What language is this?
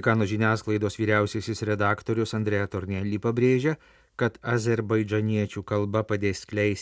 Lithuanian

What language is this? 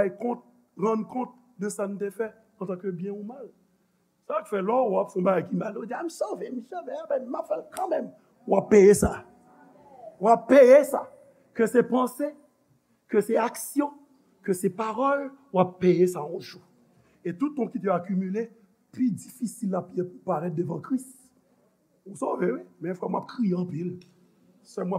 Haitian Creole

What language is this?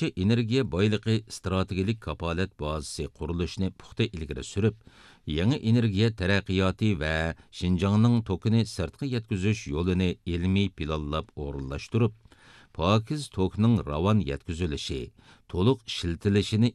Uyghur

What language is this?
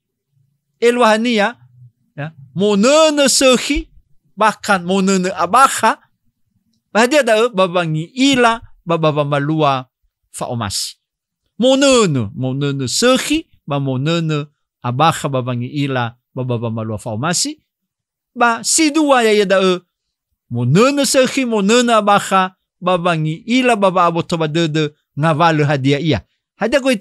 Nias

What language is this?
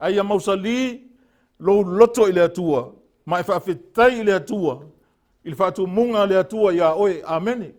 Samoan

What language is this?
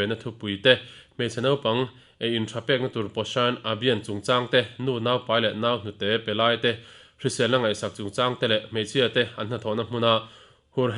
Mizo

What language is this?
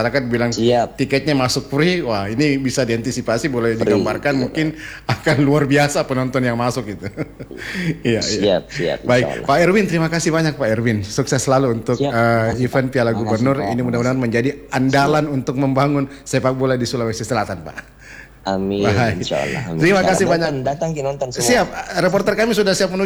Indonesian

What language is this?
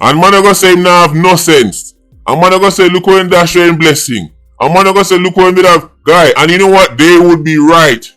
Jamaican Creole English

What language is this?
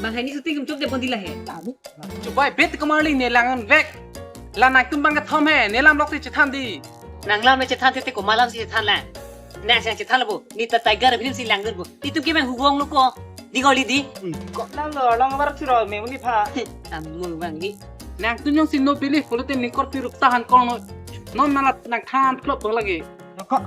Karbi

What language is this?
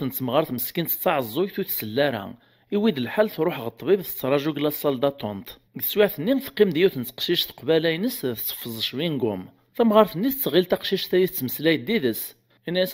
Kabyle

